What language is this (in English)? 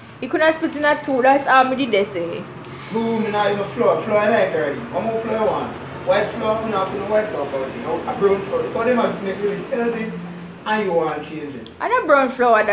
Jamaican Creole English